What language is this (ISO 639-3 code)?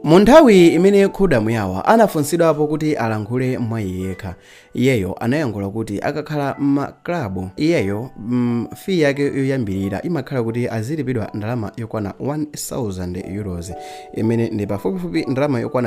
nya